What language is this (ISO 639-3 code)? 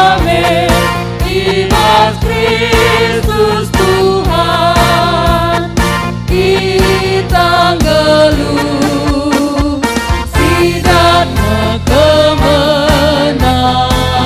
btx